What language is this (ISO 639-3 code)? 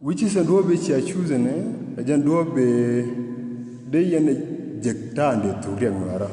nus